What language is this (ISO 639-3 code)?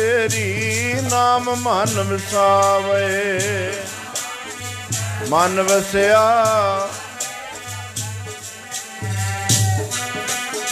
pan